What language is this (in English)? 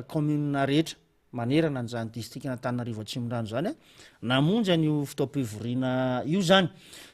Malagasy